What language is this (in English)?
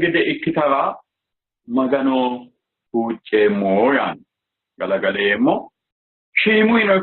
Sidamo